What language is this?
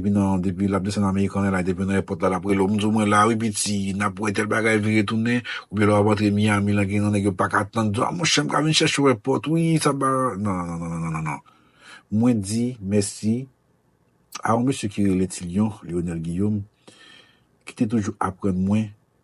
Haitian Creole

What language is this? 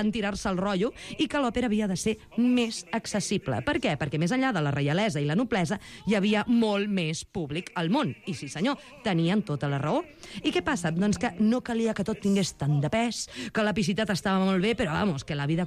Catalan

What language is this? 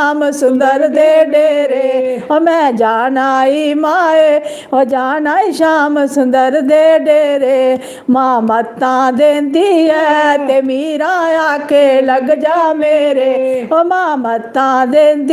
Dogri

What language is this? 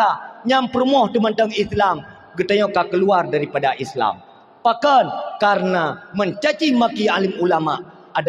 Achinese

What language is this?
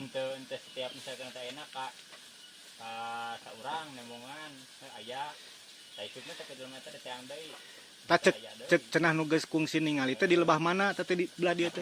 Sundanese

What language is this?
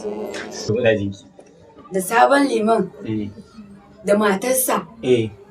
Hausa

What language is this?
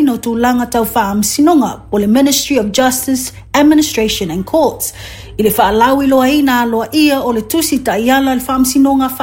Samoan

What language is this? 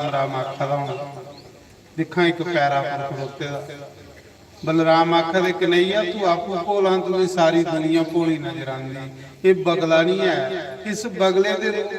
Dogri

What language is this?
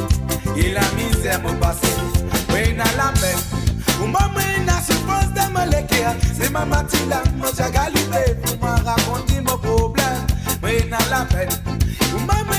Morisyen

